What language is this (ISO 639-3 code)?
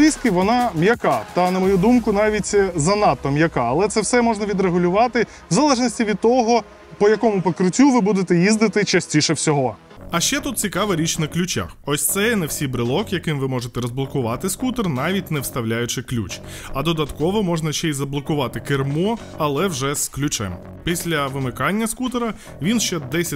ukr